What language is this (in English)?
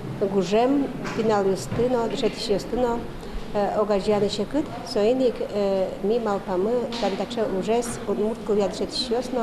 Udmurt